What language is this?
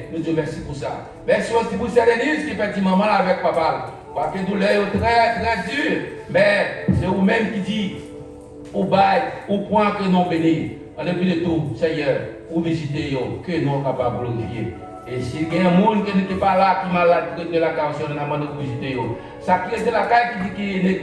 Haitian Creole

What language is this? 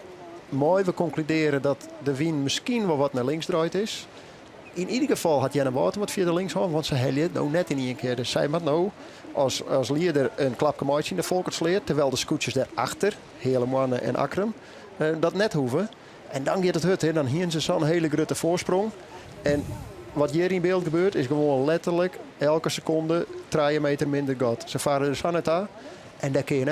Western Frisian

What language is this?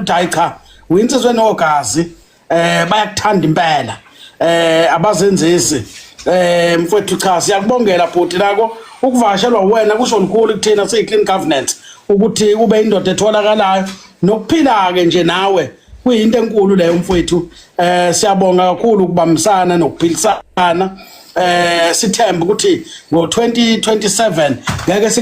Zulu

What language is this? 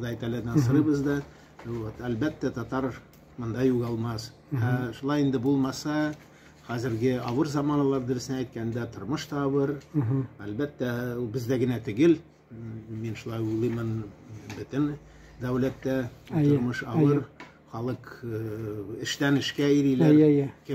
Tatar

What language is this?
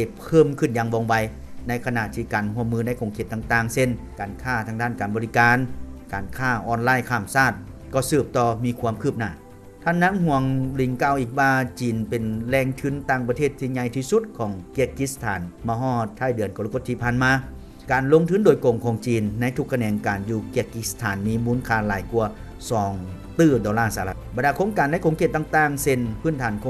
Lao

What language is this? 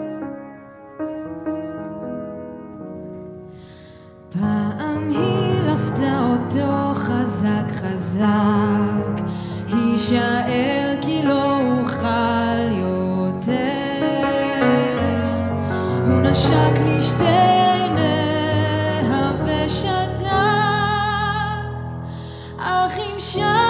Hebrew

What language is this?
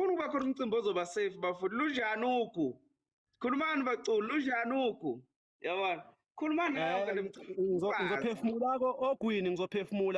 Zulu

